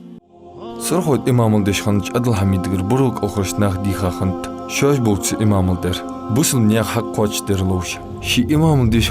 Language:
Ingush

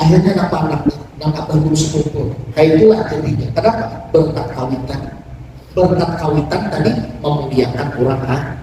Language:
Banjar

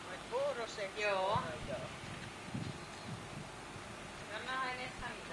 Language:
Swedish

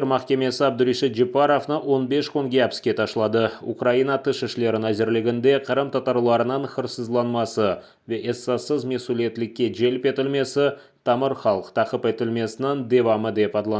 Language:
Crimean Tatar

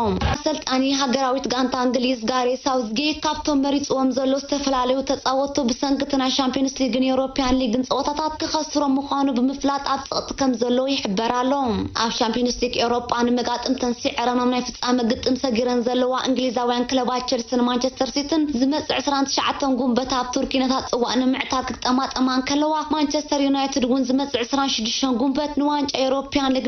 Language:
Tigrinya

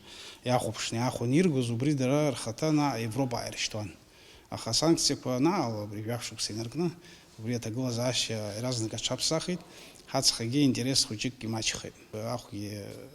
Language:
Abkhazian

